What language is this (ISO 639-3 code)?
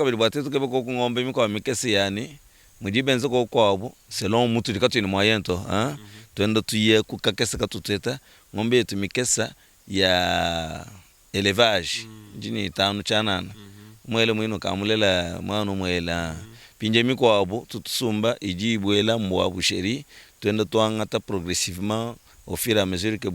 lua